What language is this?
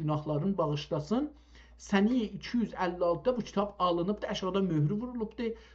South Azerbaijani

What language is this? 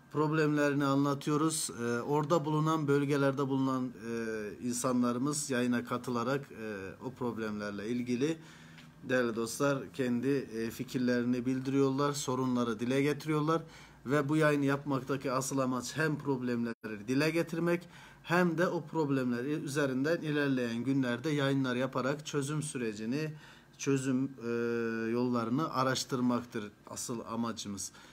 Turkish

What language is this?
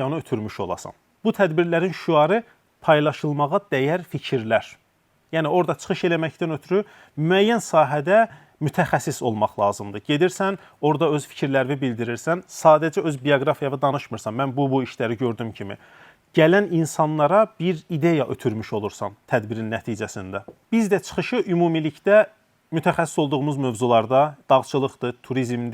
Azerbaijani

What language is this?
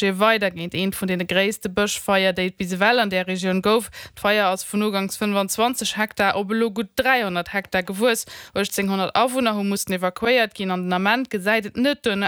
Luxembourgish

